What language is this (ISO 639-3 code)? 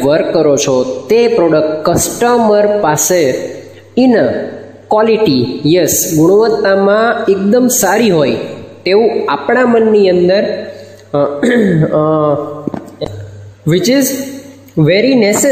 guj